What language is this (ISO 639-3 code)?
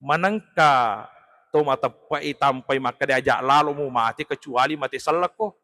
bug